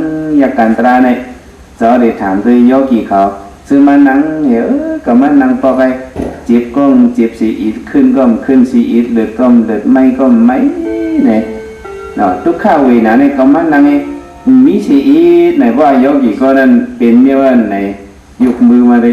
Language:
Shan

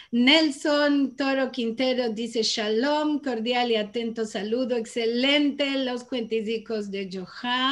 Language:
Ladino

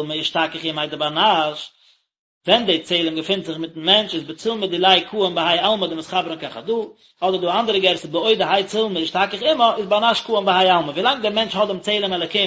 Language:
Yiddish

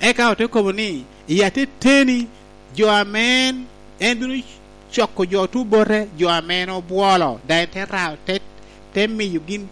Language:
Lango (Uganda)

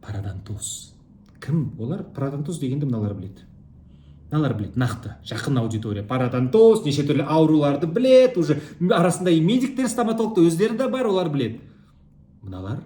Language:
Kazakh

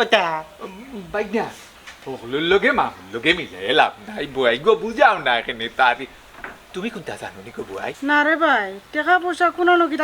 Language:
Sylheti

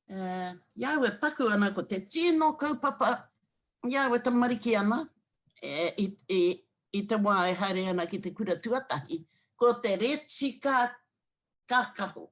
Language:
Māori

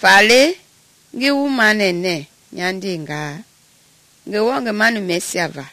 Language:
Mende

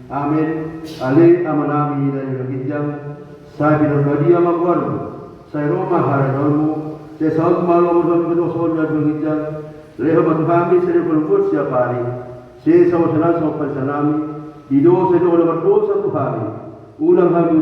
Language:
Batak Toba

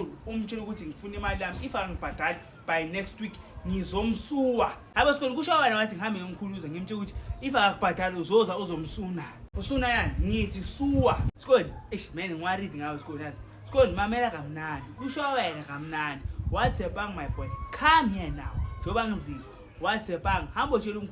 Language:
Zulu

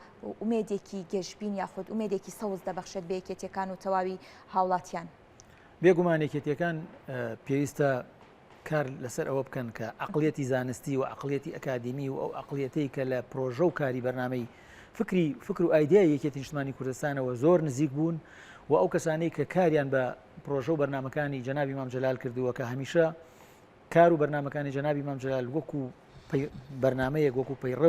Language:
Central Kurdish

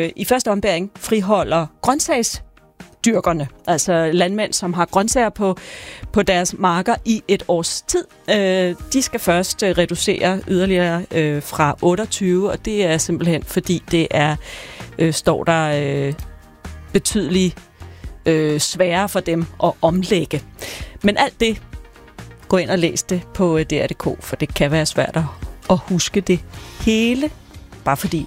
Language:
Danish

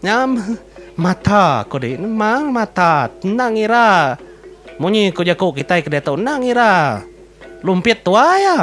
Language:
Iban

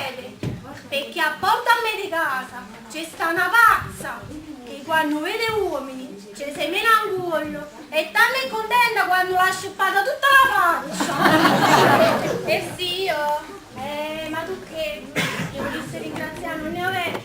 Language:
Neapolitan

